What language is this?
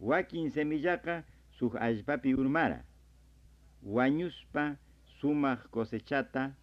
Quechua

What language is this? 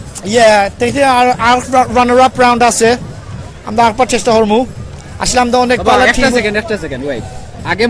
Sylheti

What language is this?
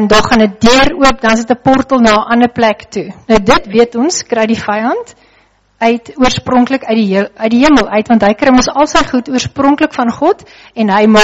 Afrikaans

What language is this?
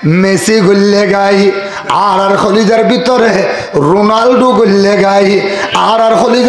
Rohingya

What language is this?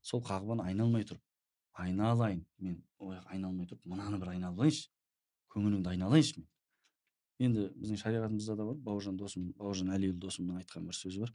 Kazakh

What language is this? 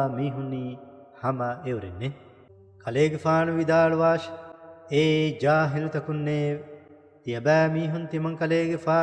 Divehi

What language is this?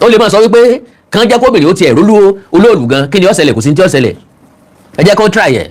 Yoruba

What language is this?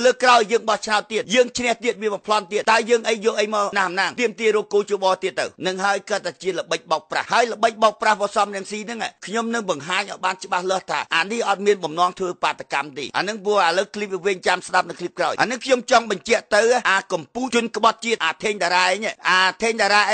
Khmer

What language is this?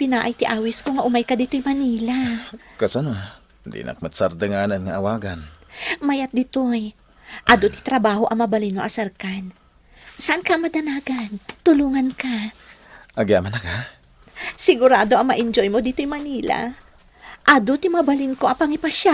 Iloko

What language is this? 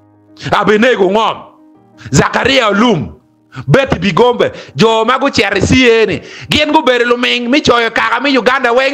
Acoli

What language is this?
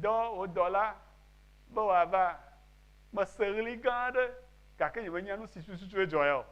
Ewe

